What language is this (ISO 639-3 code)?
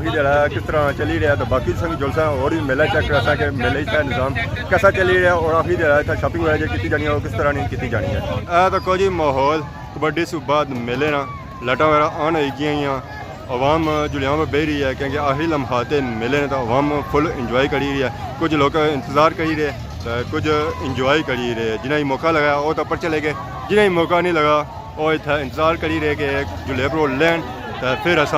phr